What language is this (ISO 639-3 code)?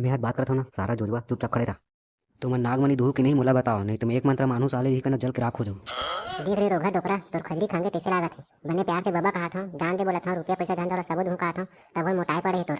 hne